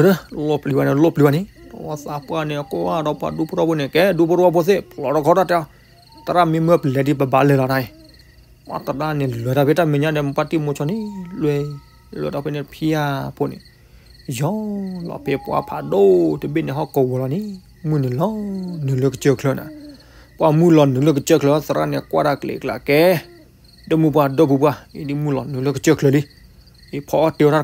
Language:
S'gaw Karen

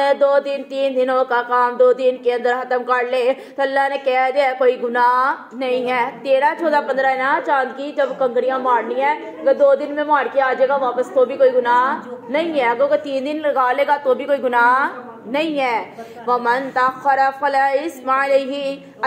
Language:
Urdu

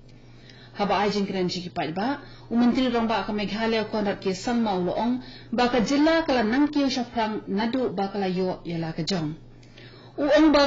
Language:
Khasi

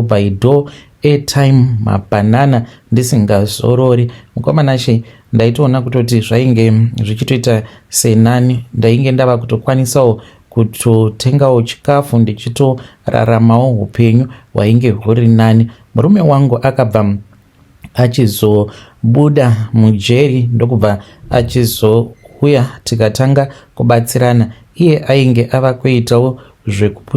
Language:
Shona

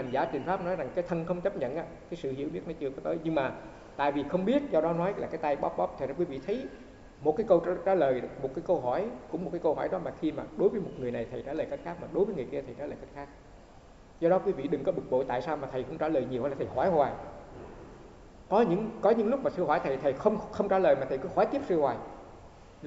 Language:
Vietnamese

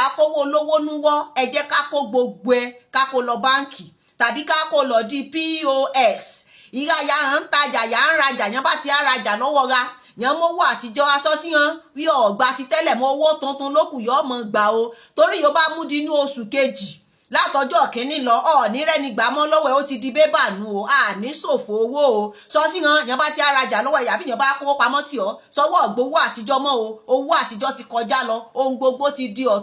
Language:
Yoruba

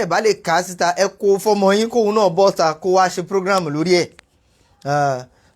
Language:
Yoruba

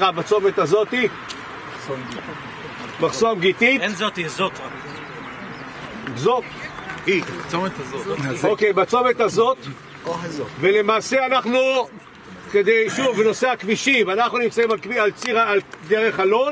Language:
Hebrew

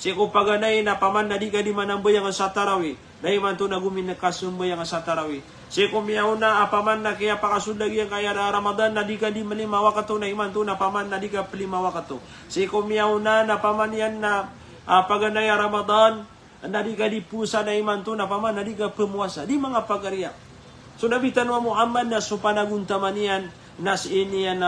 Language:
Maranao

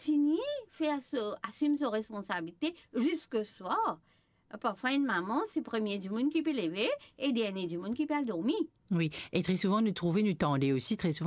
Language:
Morisyen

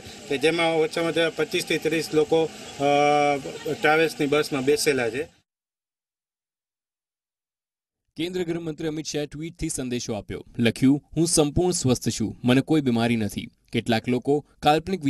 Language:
Gujarati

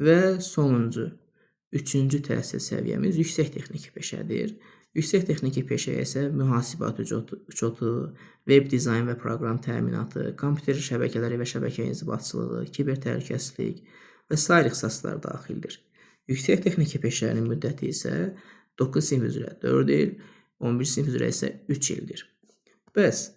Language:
Azerbaijani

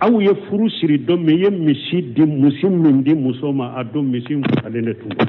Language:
Bambara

